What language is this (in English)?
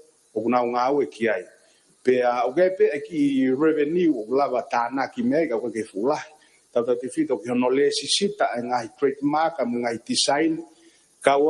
Tongan